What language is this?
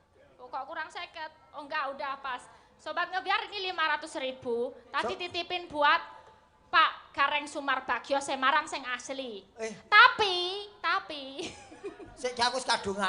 Javanese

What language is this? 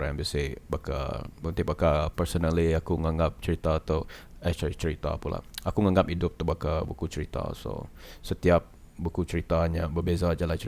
Iban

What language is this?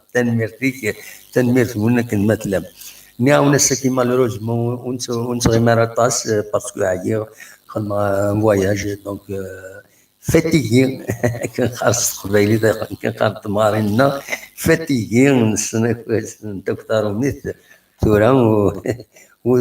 Kabyle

